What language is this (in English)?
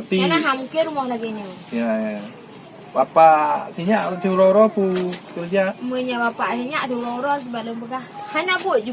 Achinese